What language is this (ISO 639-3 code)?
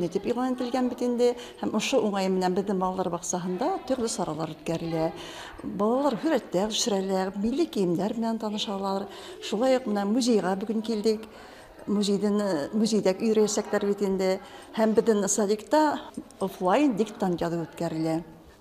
bak